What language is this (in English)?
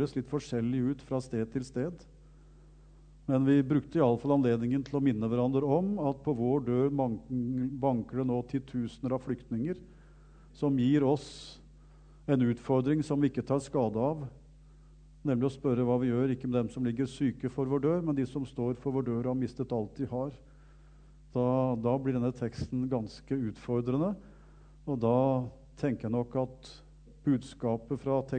Norwegian